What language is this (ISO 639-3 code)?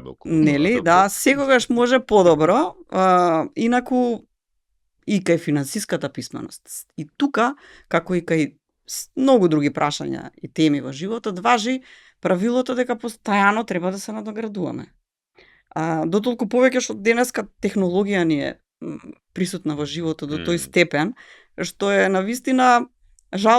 mkd